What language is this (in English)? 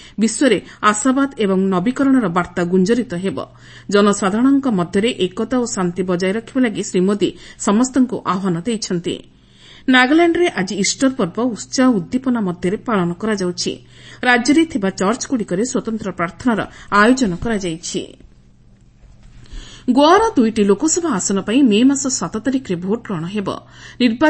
Odia